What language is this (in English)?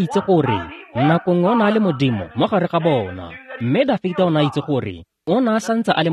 Tswana